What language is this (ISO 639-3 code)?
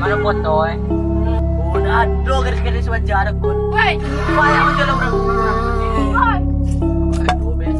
min